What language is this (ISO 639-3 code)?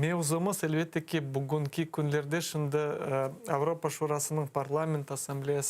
crh